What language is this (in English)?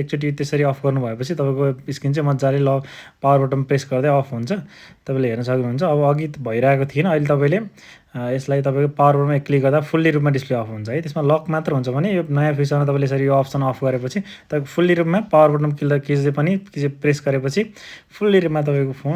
Nepali